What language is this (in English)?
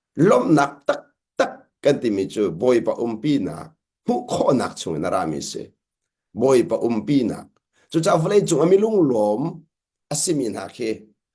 Hakha Chin